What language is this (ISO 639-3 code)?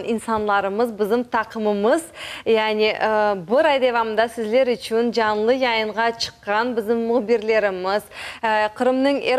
crh